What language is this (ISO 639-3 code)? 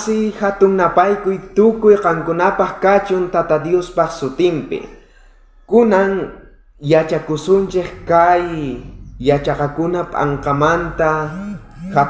quh